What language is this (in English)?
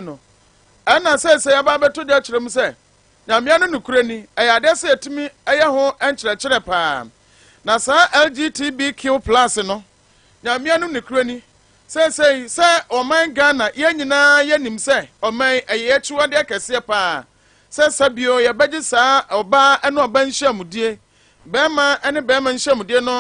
Akan